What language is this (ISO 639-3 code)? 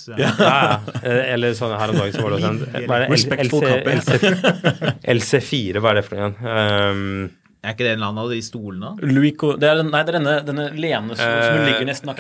nor